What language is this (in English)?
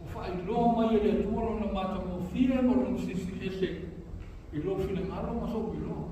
Samoan